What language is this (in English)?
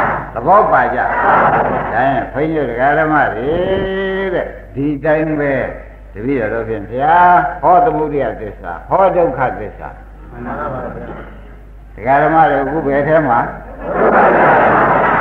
Burmese